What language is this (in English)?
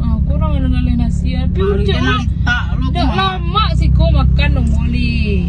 Minangkabau